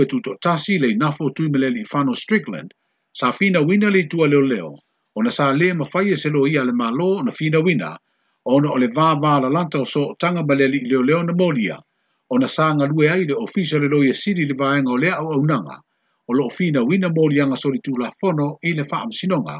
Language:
Samoan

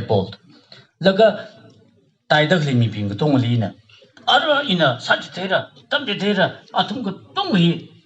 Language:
Tangkhul Naga (India)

